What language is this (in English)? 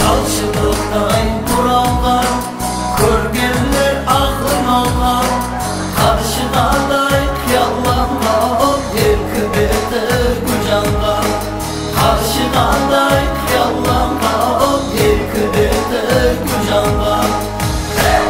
Kara-Kalpak